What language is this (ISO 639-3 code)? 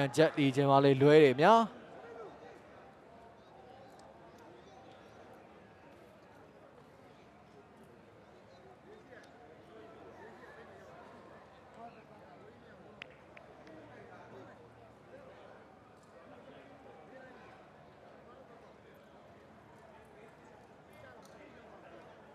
mya